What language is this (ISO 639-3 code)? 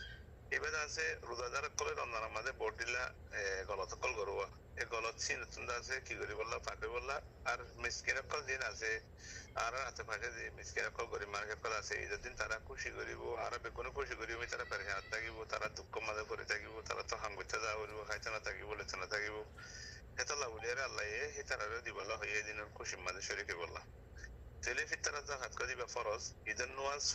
rhg